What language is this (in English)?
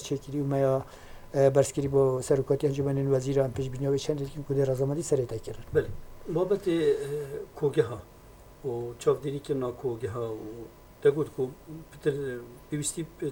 Kurdish